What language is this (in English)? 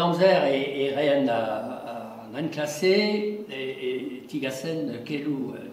Breton